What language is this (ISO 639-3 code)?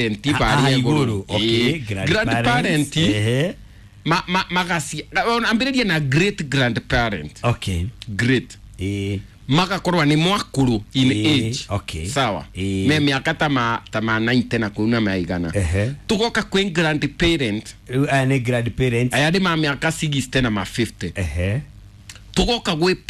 kik